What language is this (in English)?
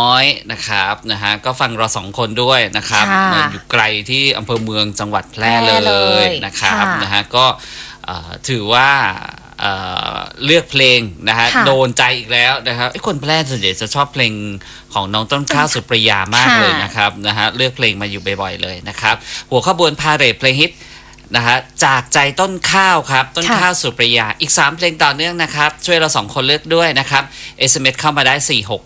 Thai